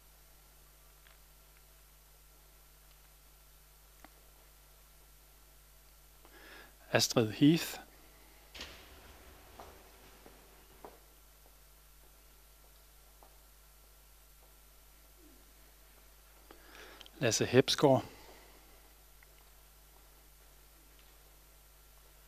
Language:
Danish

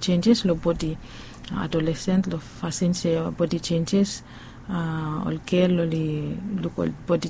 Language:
Bislama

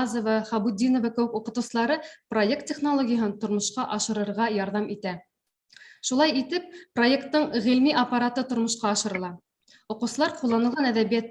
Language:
Bashkir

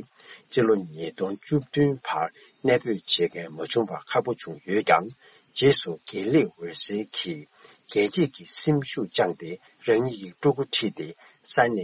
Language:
Tibetan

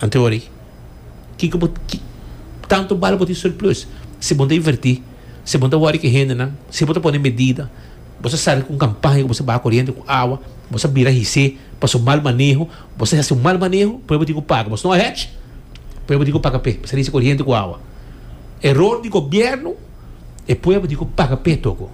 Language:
Papiamento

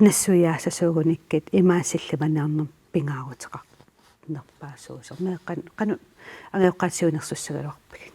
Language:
Kalaallisut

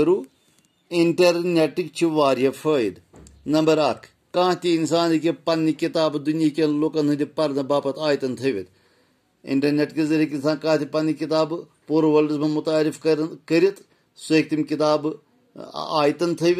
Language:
Kashmiri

